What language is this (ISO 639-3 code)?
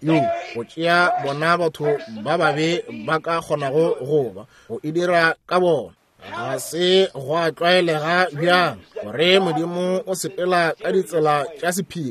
nso